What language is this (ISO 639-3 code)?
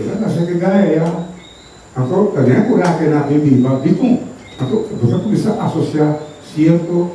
pap